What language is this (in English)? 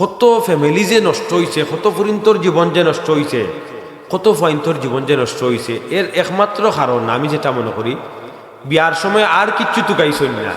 Sylheti